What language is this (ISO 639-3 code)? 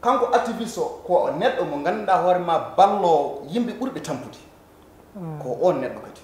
ful